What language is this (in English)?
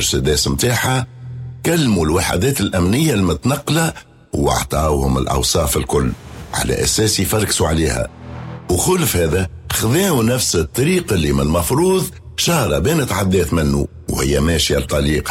Tunisian Arabic